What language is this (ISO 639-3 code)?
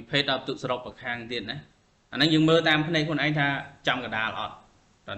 khm